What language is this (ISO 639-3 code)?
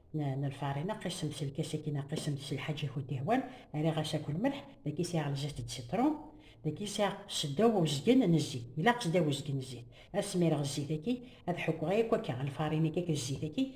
kab